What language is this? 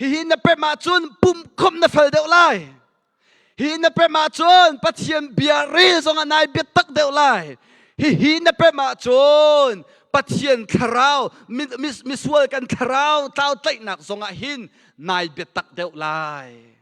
Hakha Chin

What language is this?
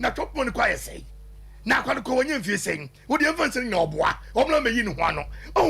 Akan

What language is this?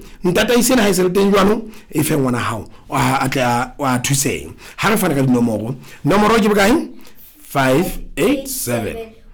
Southern Sotho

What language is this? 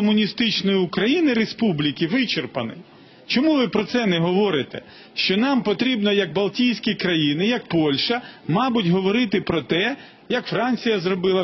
Ukrainian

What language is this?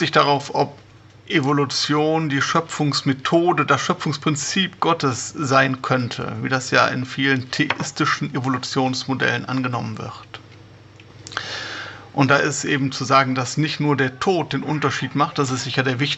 German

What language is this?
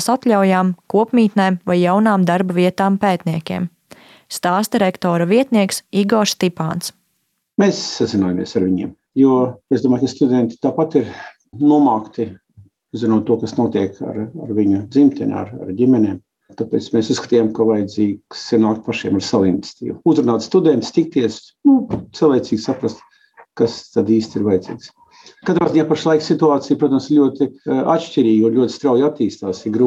Latvian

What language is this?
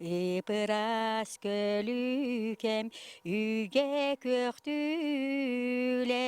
Yakut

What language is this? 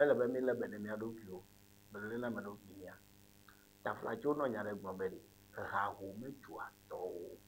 Ewe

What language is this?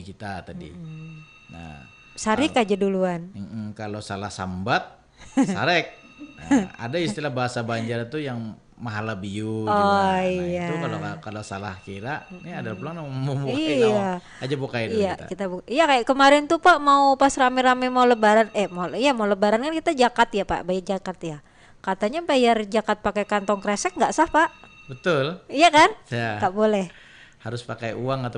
Banjar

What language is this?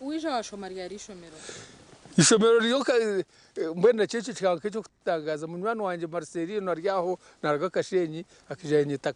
Nyankole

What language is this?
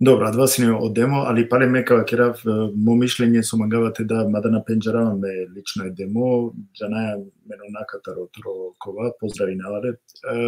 Balkan Romani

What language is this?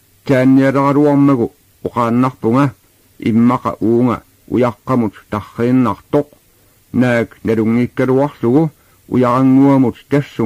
Kalaallisut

